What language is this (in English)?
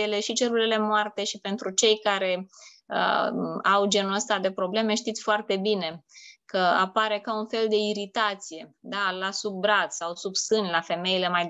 Romanian